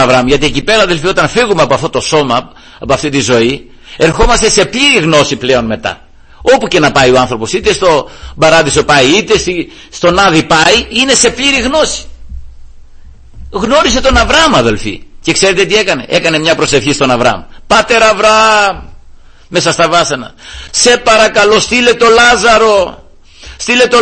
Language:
Greek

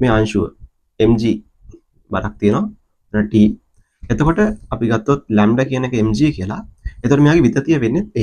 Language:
Sinhala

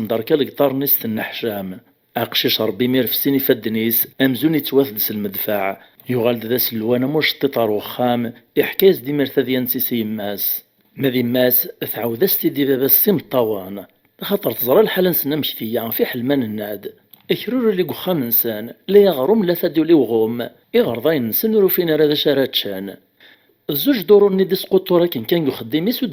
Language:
Kabyle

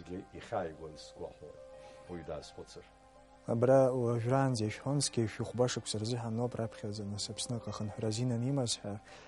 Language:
Abkhazian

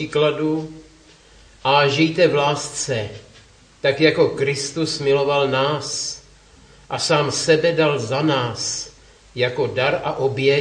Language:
Czech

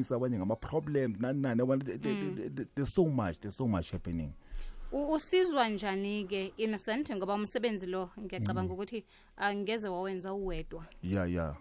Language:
South Ndebele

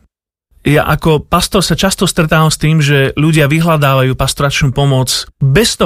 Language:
Slovak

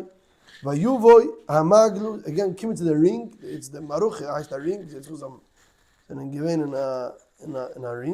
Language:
Yiddish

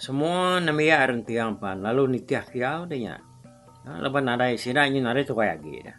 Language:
Iban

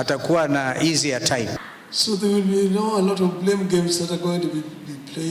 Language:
Kamba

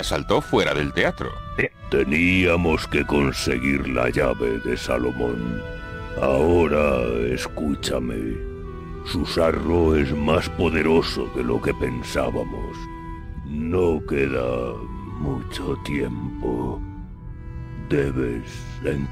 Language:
Spanish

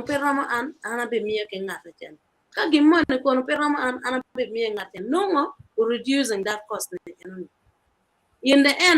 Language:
Acoli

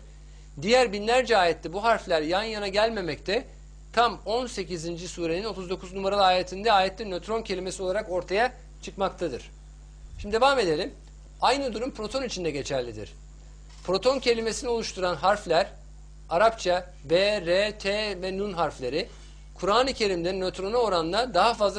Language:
Turkish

